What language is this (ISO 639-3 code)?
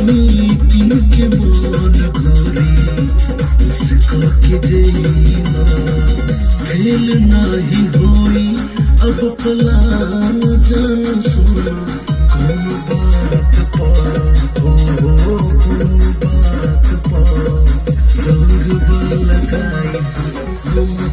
bho